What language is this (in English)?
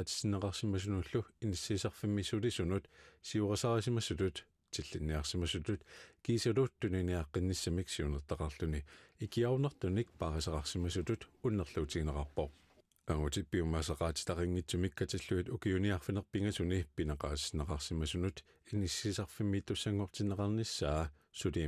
Kalaallisut